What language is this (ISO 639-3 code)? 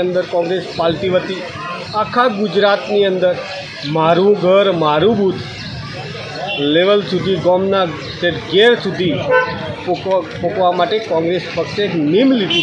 guj